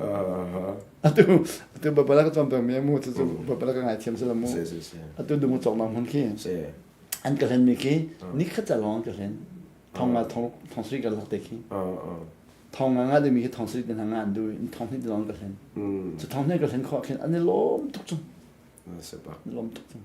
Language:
Hakha Chin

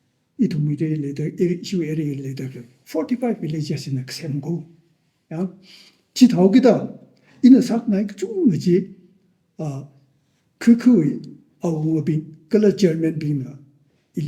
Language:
Tangkhul Naga (India)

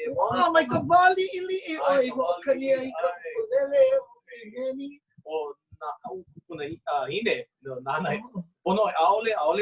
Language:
Hawaiian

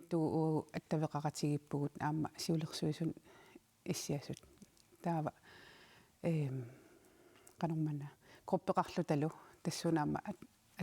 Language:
Kalaallisut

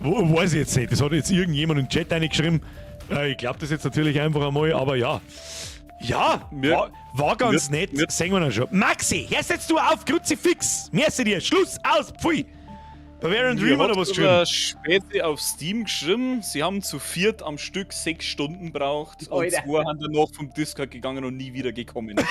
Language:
Bavarian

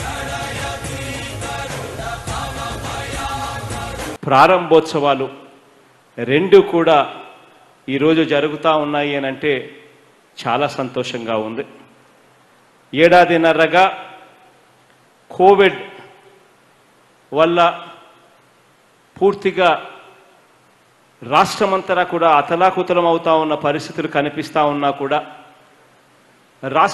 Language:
Telugu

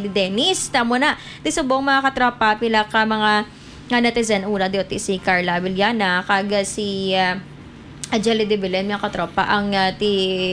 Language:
Hiligaynon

